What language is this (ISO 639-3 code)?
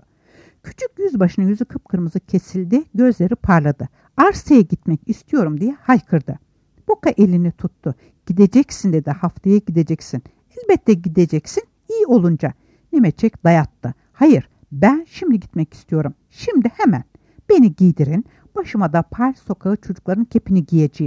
tur